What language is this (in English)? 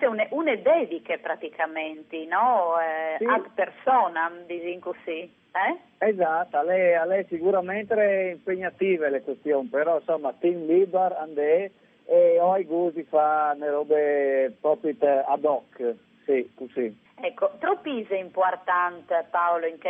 Friulian